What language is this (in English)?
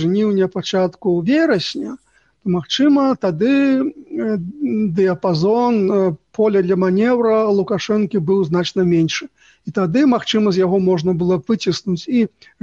Belarusian